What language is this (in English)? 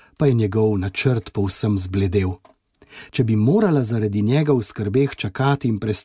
Slovenian